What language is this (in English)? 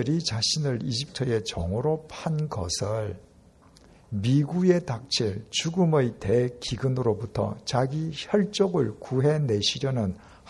Korean